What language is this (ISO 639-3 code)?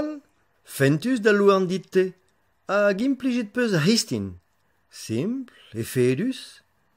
bre